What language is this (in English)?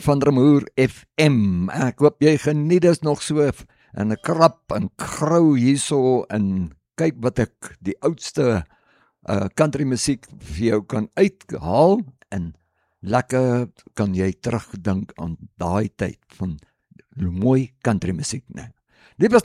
Afrikaans